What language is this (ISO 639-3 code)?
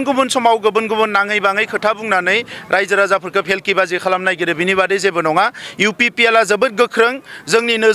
brx